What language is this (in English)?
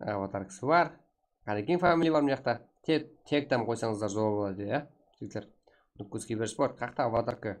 Kara-Kalpak